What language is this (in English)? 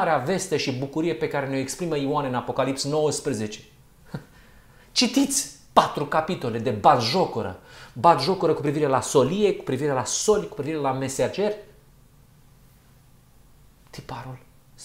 Romanian